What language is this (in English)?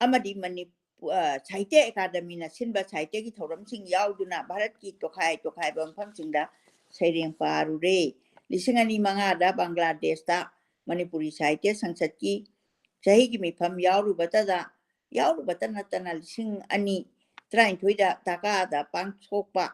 Manipuri